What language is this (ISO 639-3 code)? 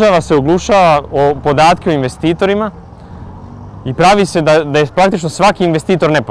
srp